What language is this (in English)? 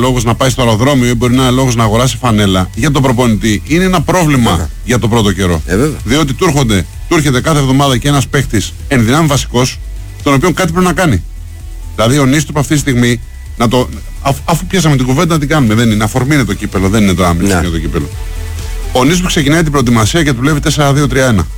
Greek